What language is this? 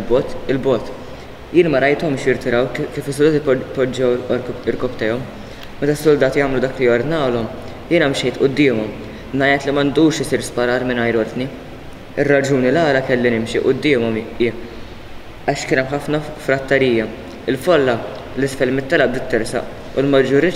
Maltese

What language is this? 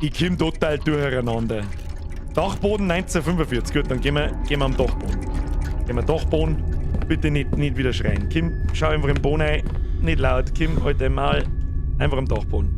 Bavarian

